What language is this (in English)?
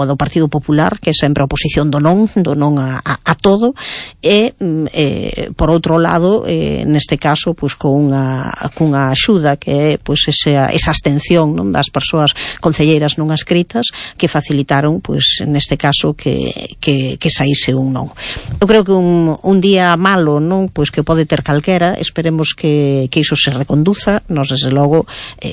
Galician